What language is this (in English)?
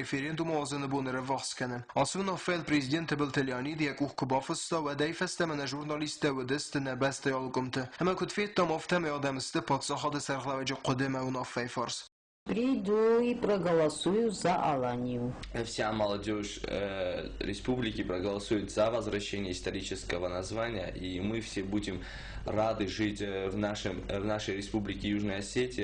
Ossetic